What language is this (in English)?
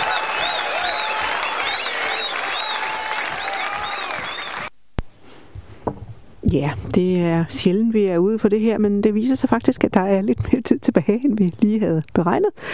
Danish